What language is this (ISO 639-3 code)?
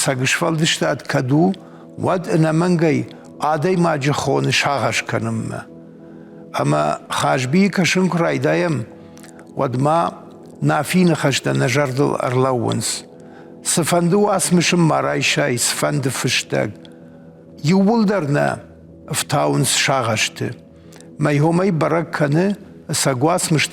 oss